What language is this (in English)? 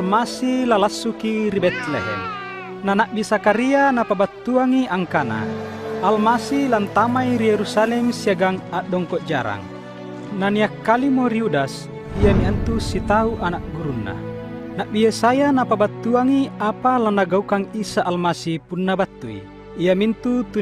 Makasar